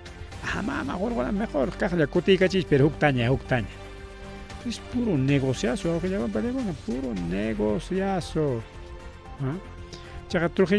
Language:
Ayacucho Quechua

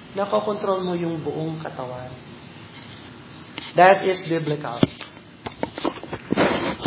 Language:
Filipino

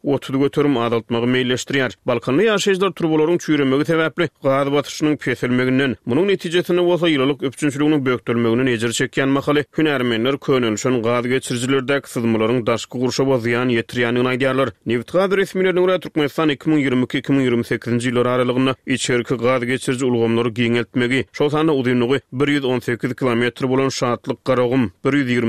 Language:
Turkmen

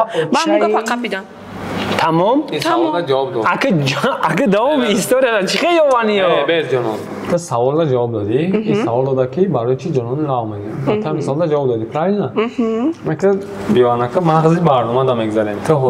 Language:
Tajik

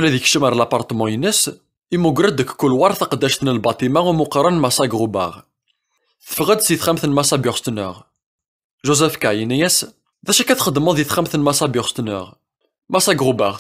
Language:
Kabyle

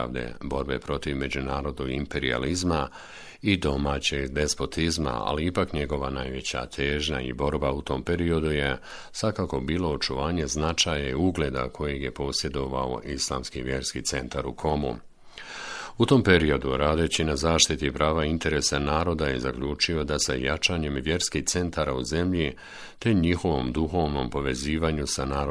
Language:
Bosnian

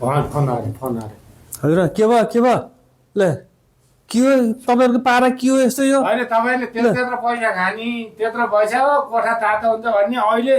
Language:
Nepali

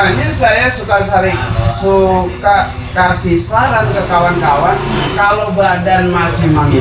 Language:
Betawi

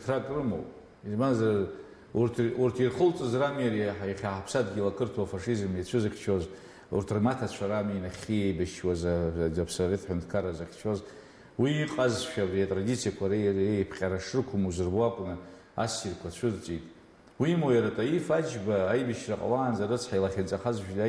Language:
Abkhazian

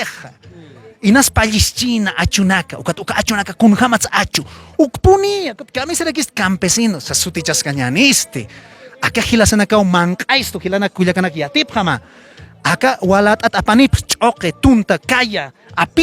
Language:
Aymara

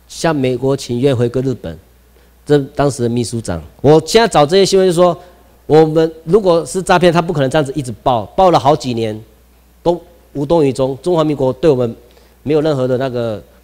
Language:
Chinese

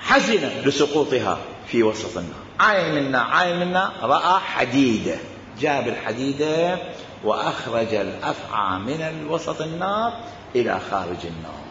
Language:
Mesopotamian Arabic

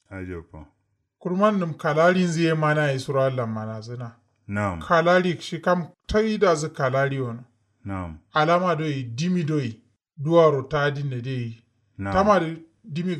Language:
Kanuri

